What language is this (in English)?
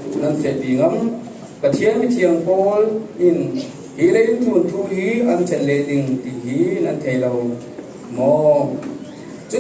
Falam Chin